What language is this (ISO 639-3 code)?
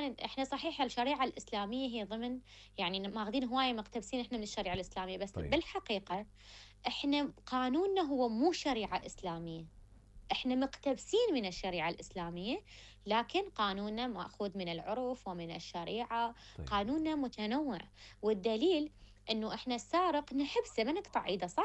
acm